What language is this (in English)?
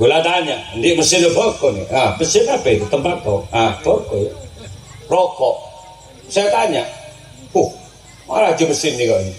Madurese